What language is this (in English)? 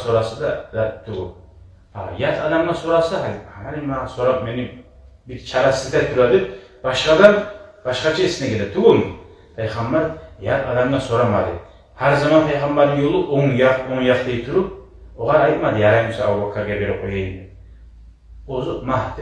Kumyk